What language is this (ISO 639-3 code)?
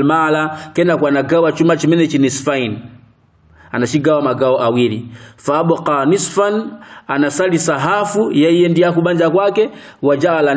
nya